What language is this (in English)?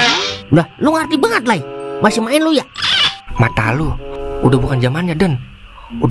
Betawi